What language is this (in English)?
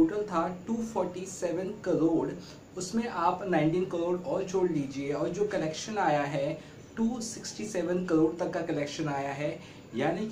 Hindi